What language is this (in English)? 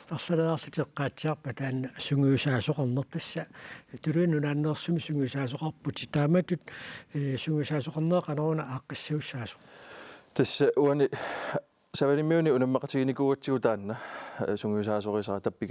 Kalaallisut